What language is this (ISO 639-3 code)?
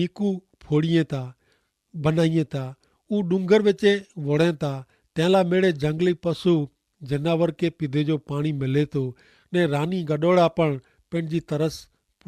kfr